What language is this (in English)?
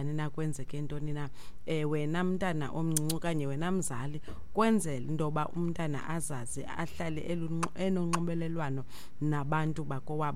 Xhosa